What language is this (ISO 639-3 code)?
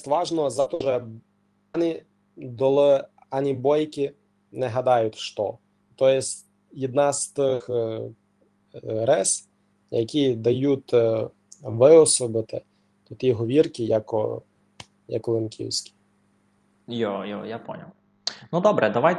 rue